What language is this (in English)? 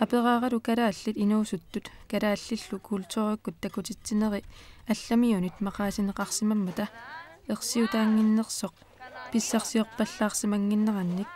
Kalaallisut